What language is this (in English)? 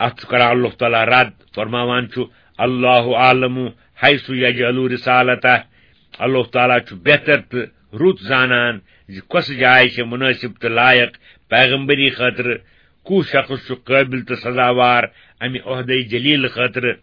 Kashmiri